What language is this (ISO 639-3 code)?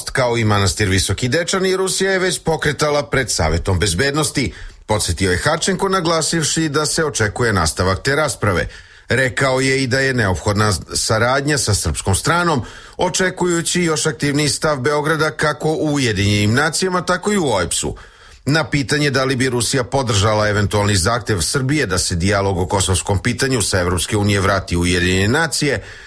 srp